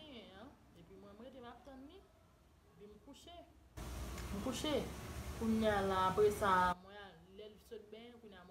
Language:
Haitian Creole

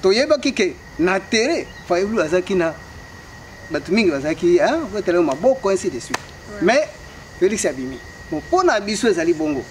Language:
Lingala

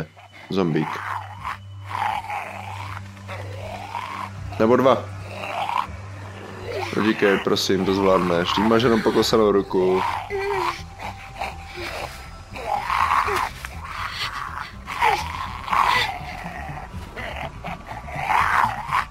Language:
Czech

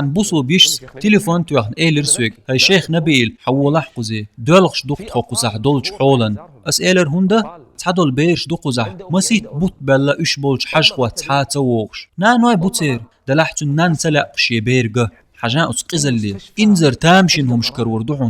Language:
Chechen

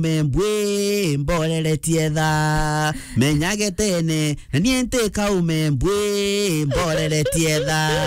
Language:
Meru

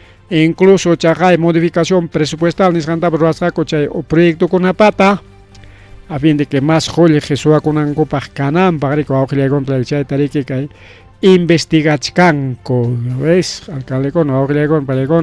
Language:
Ayacucho Quechua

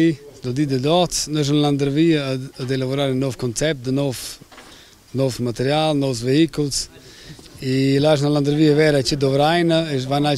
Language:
Romansh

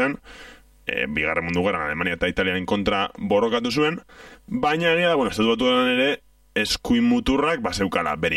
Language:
Basque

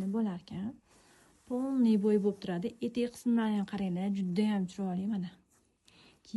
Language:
Uzbek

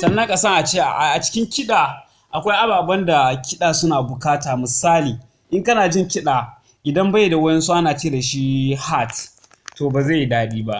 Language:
Hausa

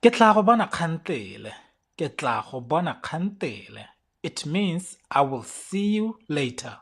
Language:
Tswana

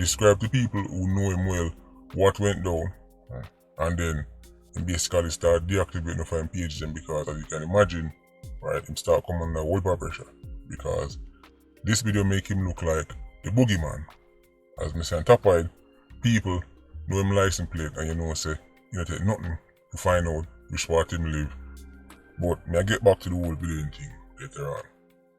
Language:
Jamaican Creole English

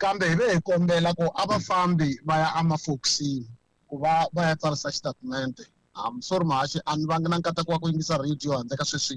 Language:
Tsonga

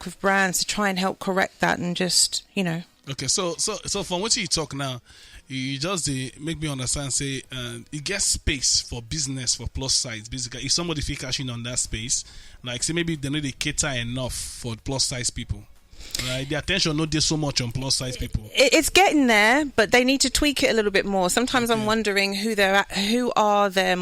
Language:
Nigerian Pidgin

